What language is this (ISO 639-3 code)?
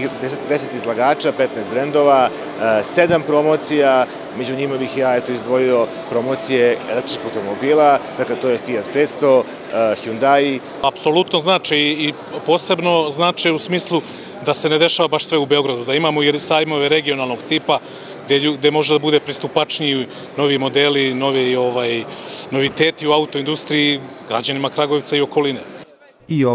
srp